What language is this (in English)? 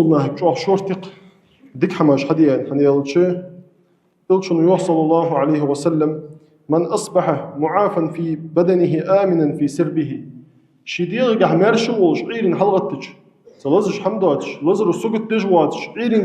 Ingush